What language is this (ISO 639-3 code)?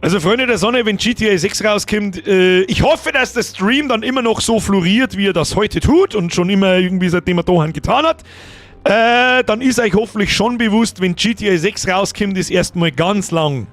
bar